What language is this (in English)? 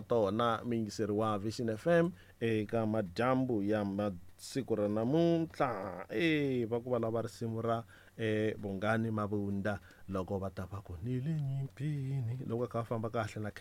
Tsonga